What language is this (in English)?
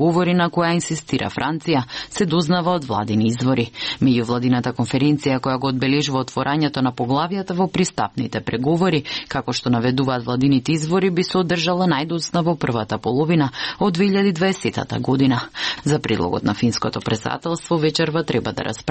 Macedonian